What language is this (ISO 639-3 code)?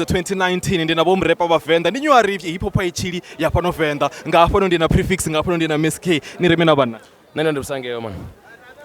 ven